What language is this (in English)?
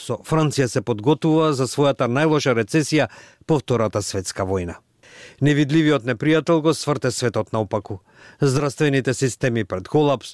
Macedonian